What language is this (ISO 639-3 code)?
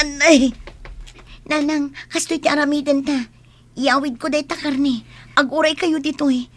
ilo